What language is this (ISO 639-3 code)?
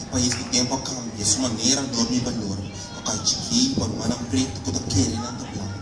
pap